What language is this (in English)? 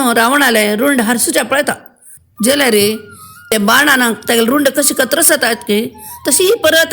Konkani